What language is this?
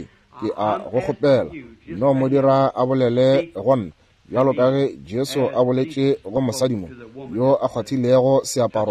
Northern Sotho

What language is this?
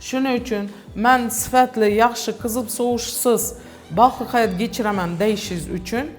Uzbek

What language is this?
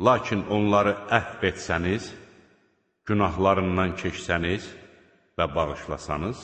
Azerbaijani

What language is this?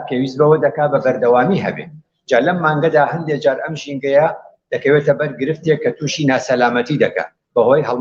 Central Kurdish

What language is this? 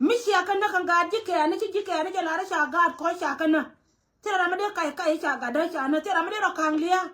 Nuer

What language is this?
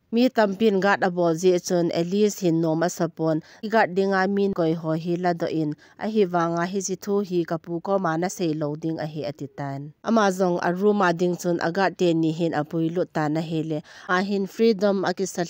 Thado Chin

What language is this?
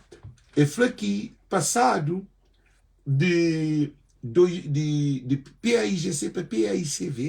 Kabuverdianu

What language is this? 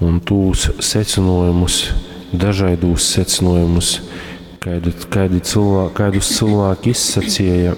Latgalian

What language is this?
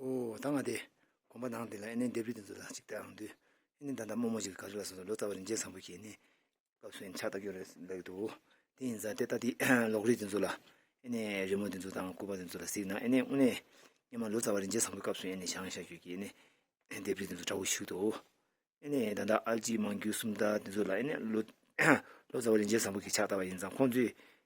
Tibetan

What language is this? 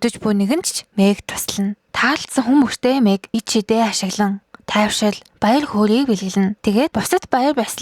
Mongolian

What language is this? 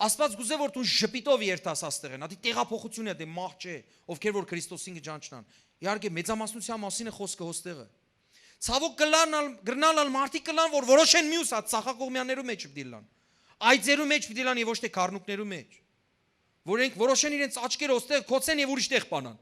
Western Armenian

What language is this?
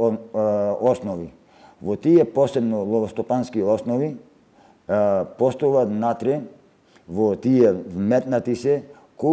Macedonian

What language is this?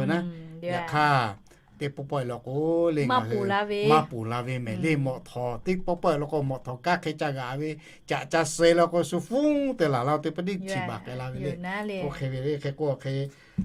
Lahu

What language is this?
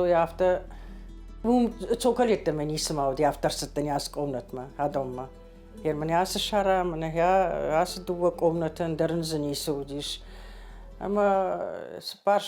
Ossetic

